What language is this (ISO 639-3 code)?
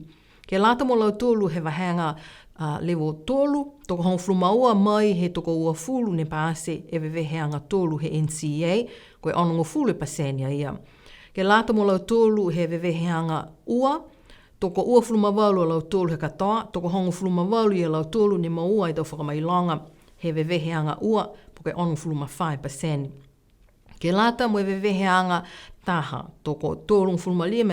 niu